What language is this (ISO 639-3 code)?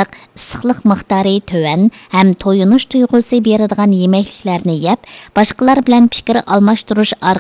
uig